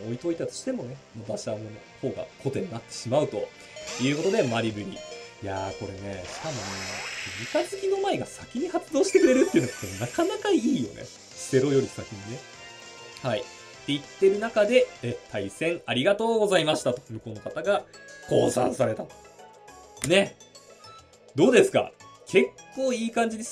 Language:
Japanese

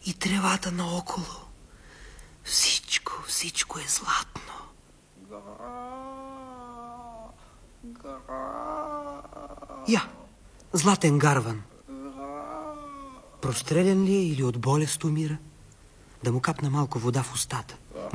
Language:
Bulgarian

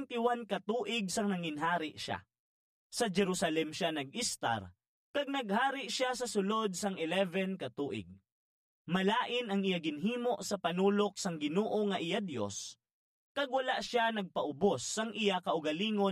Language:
Hiligaynon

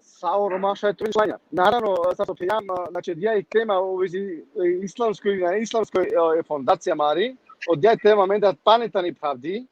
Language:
Balkan Romani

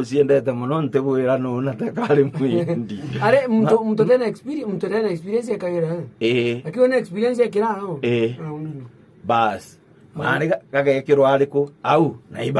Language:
Meru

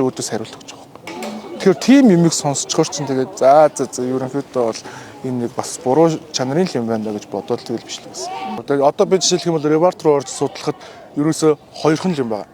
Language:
Mongolian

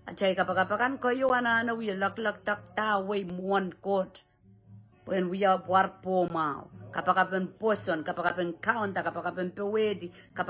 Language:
Pohnpeian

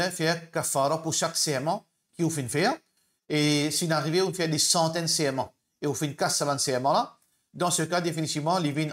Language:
Morisyen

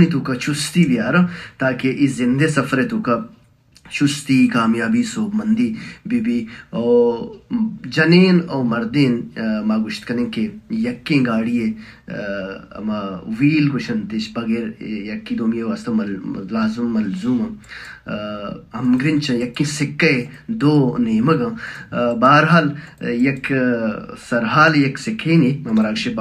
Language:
Baluchi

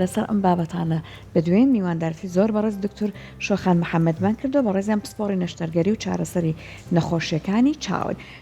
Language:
Central Kurdish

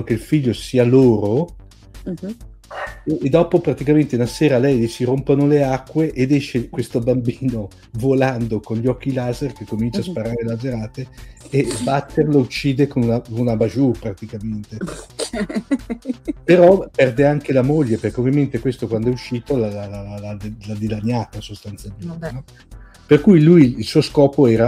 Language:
Italian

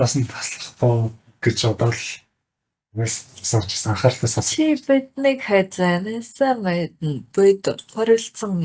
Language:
Mongolian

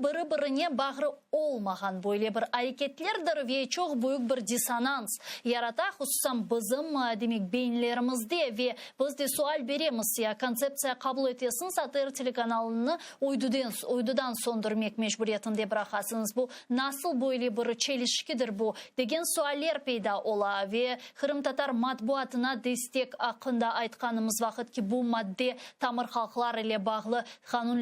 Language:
Crimean Tatar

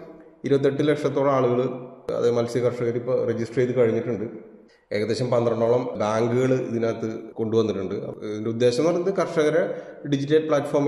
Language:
Malayalam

